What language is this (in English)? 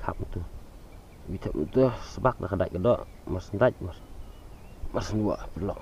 Khasi